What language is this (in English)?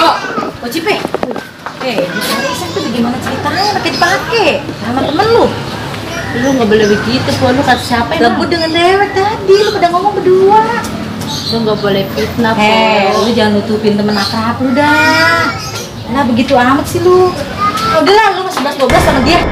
Betawi